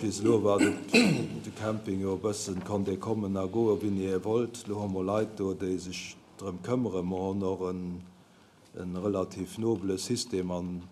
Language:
Luxembourgish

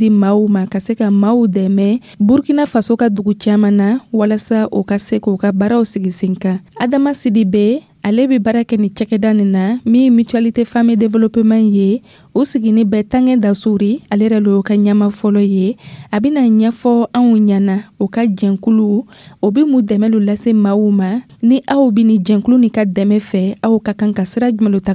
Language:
Dyula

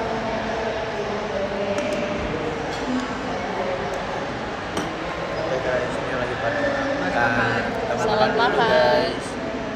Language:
Indonesian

